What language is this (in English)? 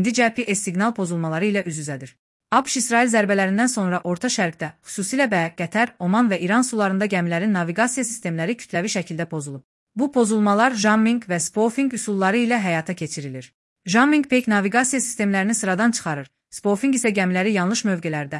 Azerbaijani